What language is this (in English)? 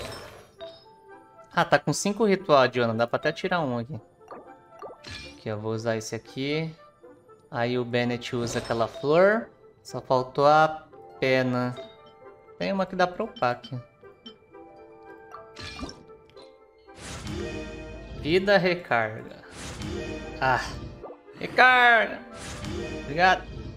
Portuguese